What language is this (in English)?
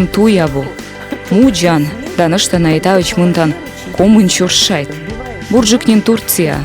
Komi